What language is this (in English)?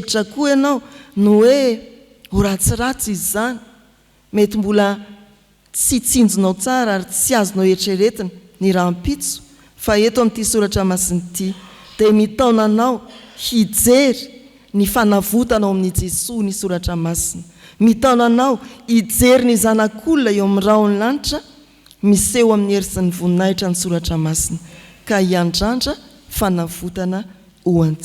Malagasy